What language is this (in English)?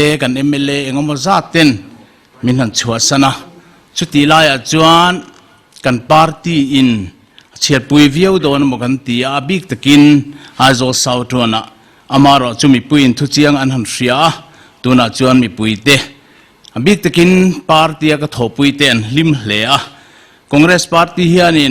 Mizo